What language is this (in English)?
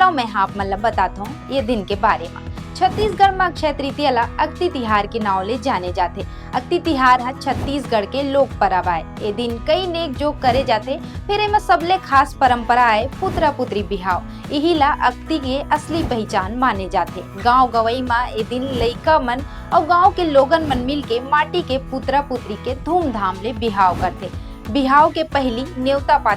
Chhattisgarhi